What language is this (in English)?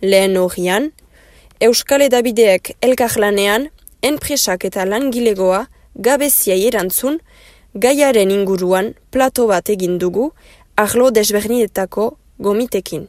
Basque